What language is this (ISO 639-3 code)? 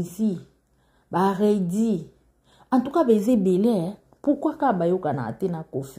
lin